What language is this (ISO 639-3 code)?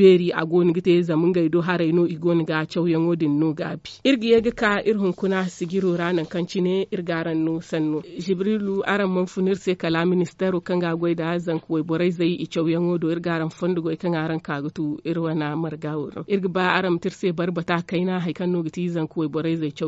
dje